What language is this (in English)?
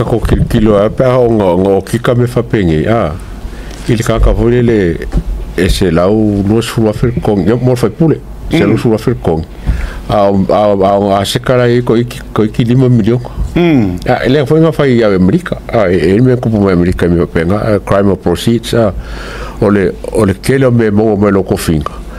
Samoan